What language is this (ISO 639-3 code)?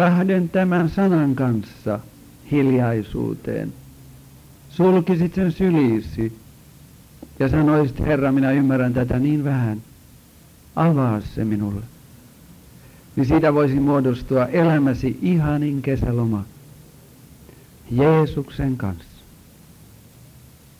fin